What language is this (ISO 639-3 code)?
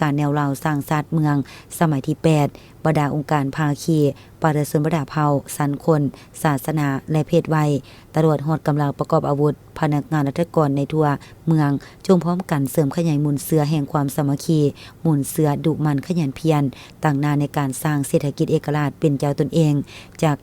lao